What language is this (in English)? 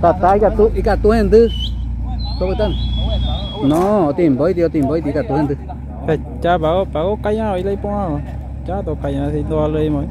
Guarani